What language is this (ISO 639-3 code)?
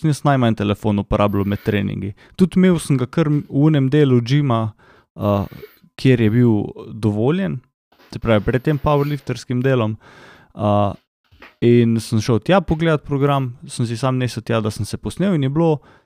slv